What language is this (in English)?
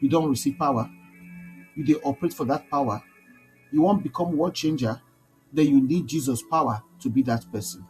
Nigerian Pidgin